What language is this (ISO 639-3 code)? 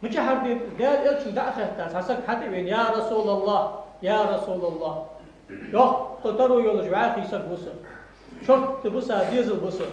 inh